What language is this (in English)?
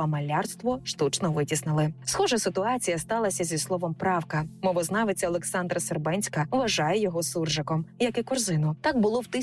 Ukrainian